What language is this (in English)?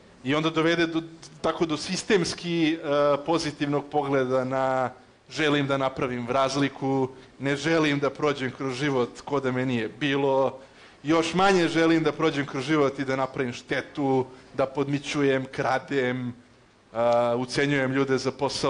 Serbian